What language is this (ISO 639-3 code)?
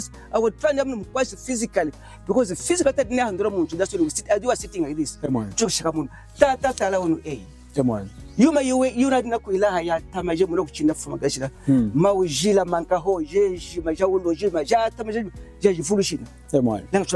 lun